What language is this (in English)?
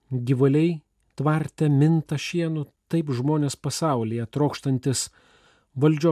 Lithuanian